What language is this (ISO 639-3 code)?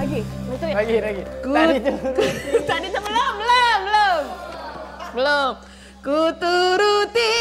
mui